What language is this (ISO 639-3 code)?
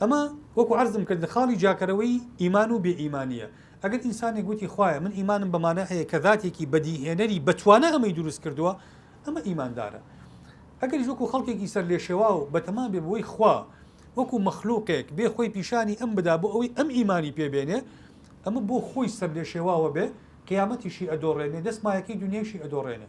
ckb